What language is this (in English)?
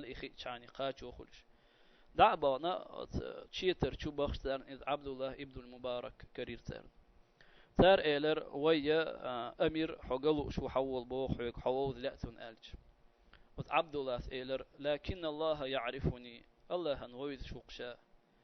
Chechen